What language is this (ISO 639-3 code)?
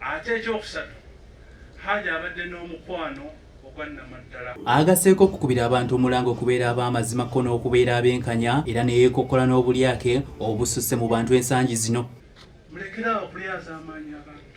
lug